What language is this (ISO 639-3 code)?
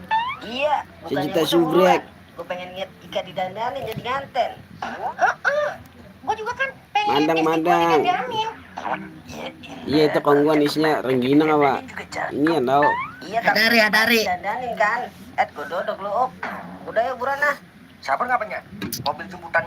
bew